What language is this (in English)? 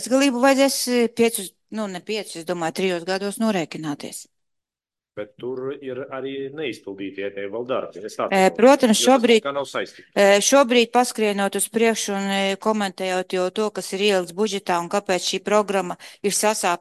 Latvian